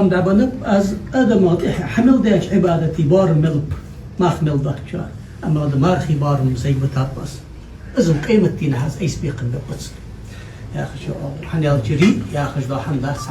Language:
Ingush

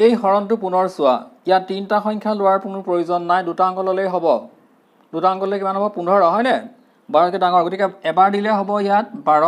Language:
Assamese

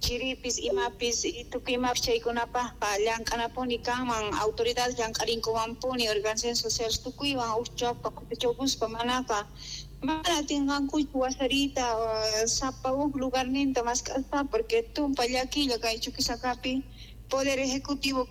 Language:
South Bolivian Quechua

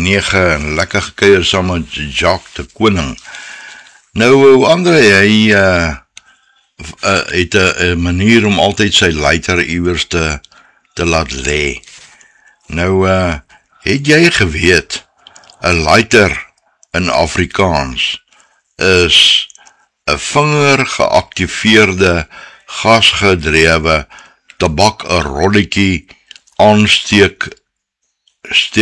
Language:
Afrikaans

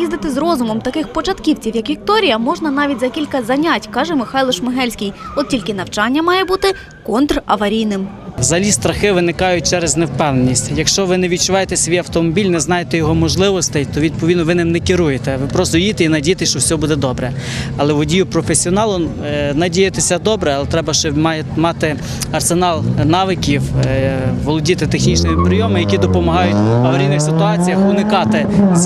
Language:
Ukrainian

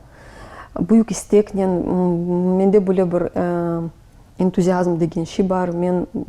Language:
Crimean Tatar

